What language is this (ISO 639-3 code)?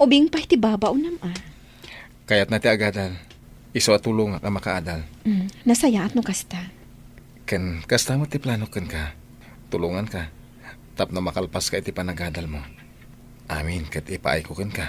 ilo